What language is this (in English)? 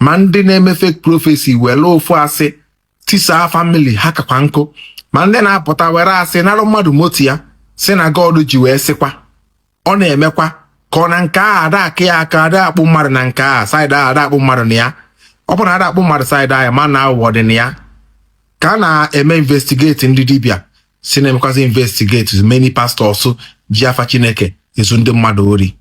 Igbo